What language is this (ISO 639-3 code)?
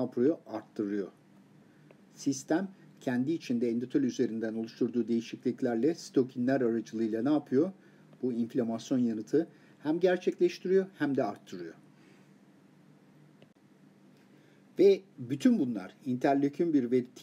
tur